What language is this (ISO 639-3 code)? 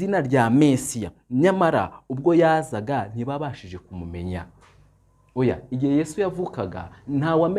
kin